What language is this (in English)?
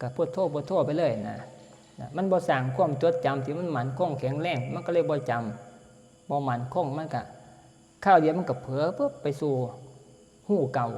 Northeastern Thai